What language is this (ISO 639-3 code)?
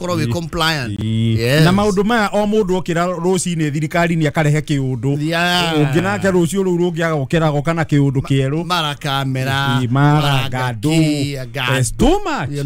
kik